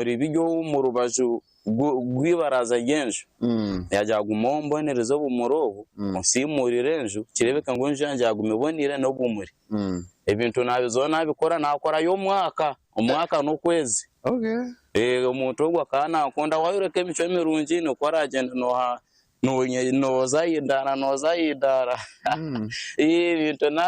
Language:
Nyankole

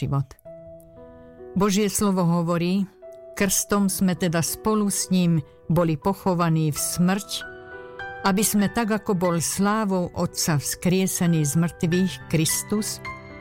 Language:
Slovak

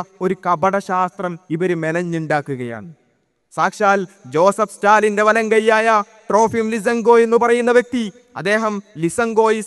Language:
Malayalam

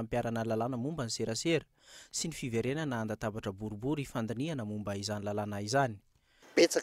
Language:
Malagasy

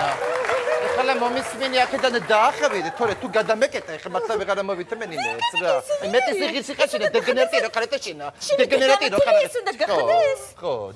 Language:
Georgian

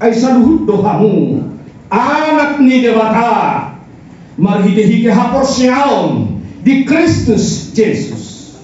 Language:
Batak Toba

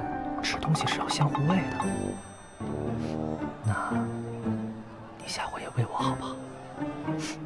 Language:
Chinese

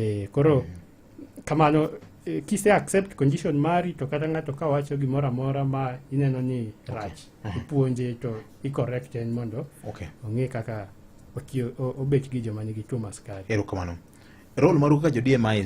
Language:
Luo (Kenya and Tanzania)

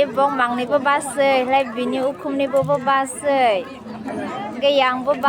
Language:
Kok Borok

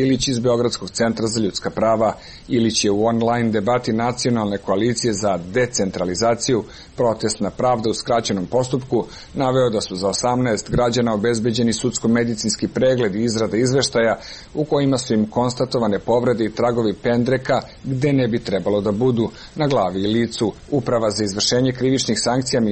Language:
Serbian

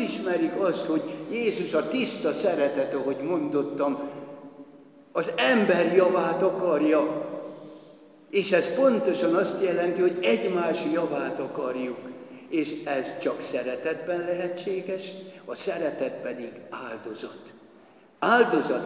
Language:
Hungarian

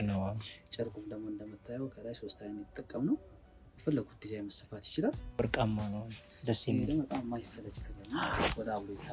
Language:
Amharic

